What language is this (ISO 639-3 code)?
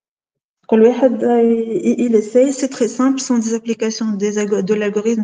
fra